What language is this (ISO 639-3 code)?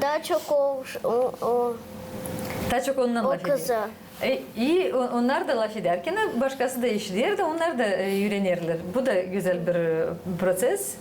gag